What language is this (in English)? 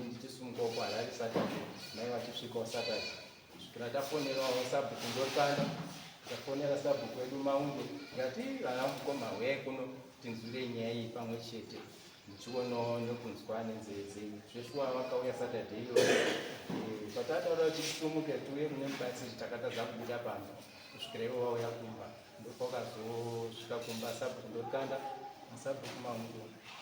Shona